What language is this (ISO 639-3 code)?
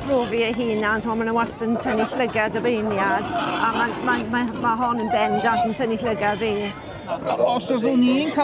cym